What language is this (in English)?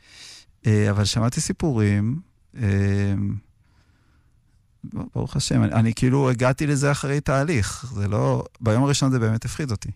Hebrew